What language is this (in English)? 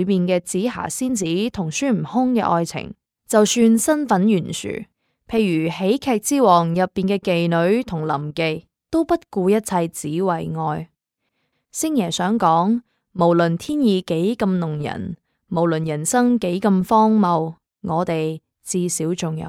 Cantonese